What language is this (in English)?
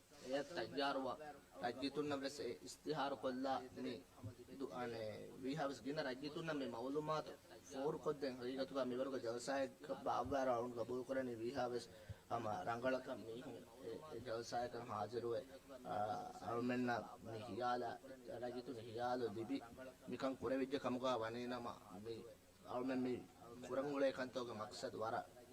Divehi